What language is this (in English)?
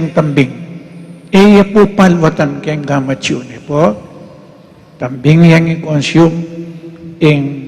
Pampanga